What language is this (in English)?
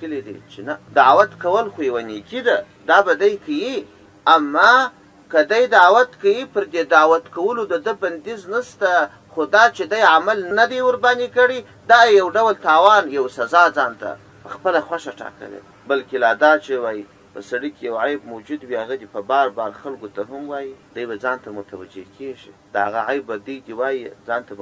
Pashto